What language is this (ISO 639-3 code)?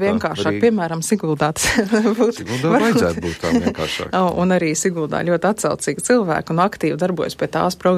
lav